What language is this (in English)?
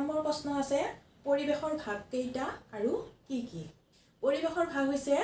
Assamese